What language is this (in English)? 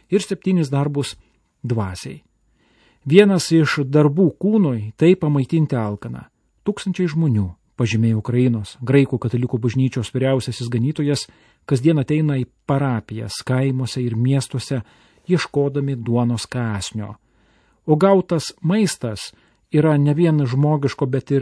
Lithuanian